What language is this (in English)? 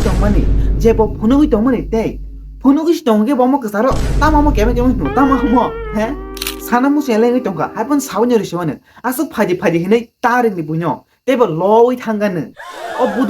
Kok Borok